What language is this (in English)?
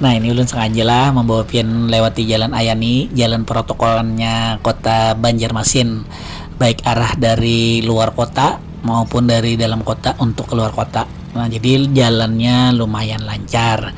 Banjar